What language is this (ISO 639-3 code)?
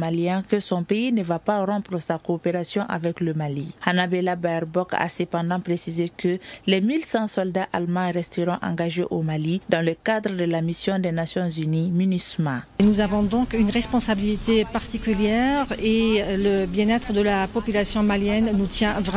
fra